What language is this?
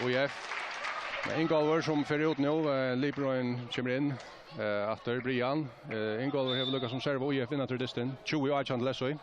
Faroese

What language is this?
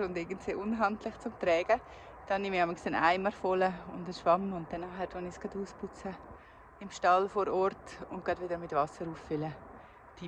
Swiss German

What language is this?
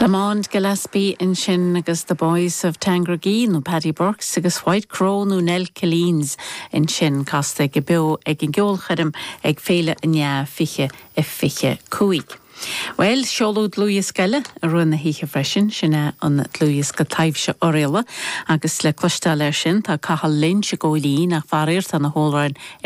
Irish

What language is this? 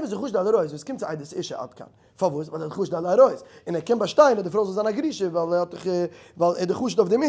Yiddish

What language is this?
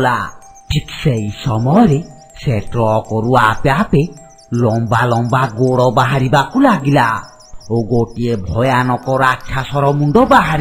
Odia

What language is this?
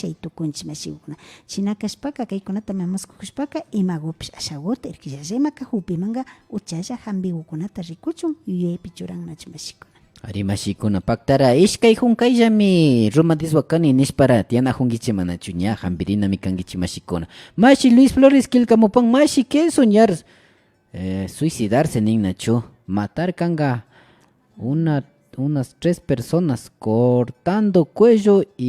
Imbabura Highland Quichua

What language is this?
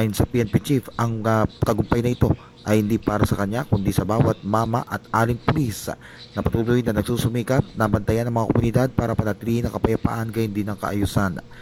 Filipino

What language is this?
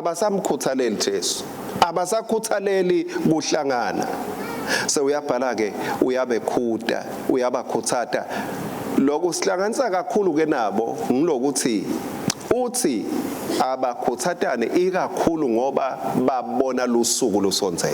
Swati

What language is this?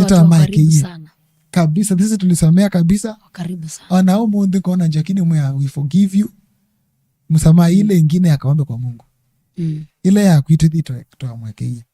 Kamba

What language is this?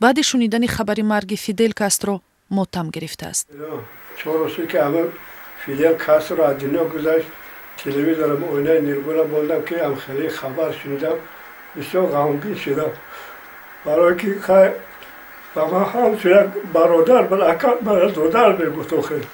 Tajik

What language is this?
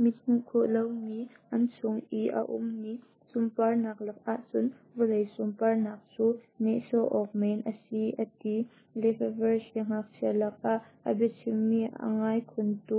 Hakha Chin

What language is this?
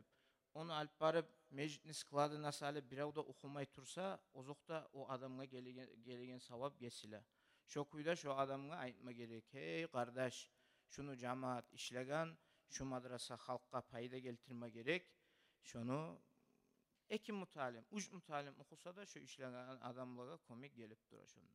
Kumyk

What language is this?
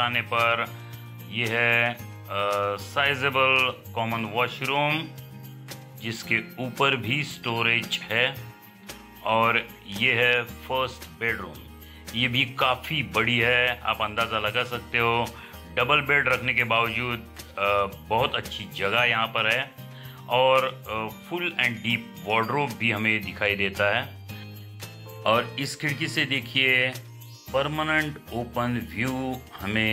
Hindi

